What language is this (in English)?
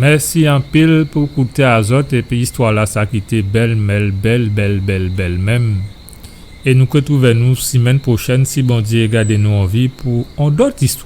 Guadeloupean Creole French